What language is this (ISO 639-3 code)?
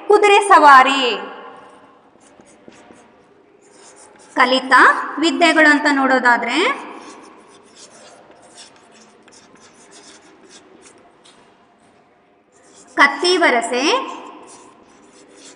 kan